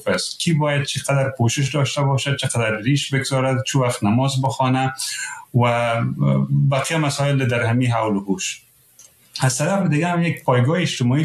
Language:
Persian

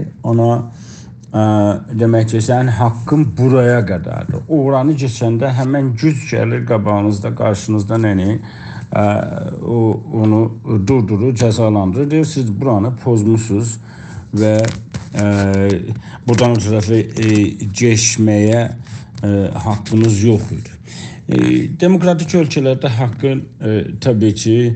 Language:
South Azerbaijani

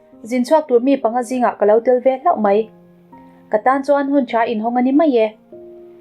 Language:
Mizo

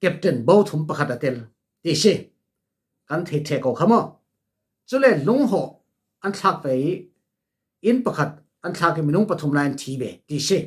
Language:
Falam Chin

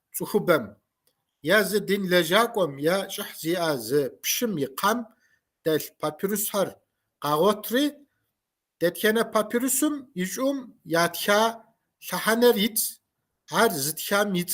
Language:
Kabardian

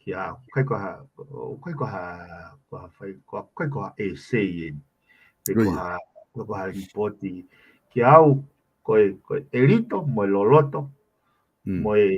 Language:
Tongan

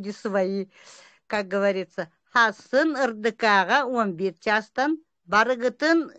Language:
Yakut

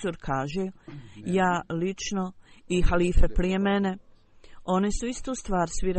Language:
Bosnian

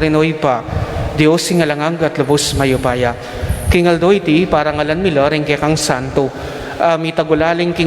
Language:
Pampanga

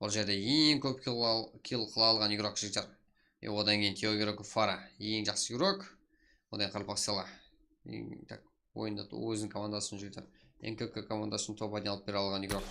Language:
Kara-Kalpak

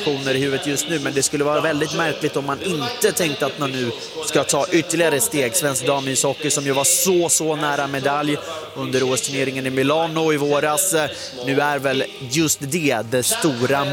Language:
Swedish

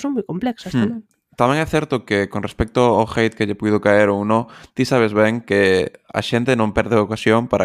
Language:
Galician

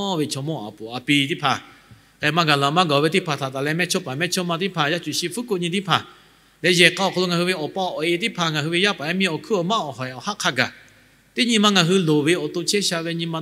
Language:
Lahu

